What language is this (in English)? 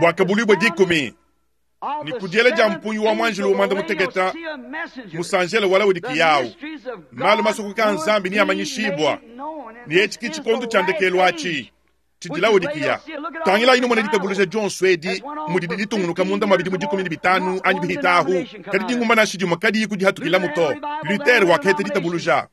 Luba-Lulua